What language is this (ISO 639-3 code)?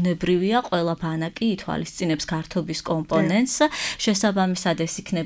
kat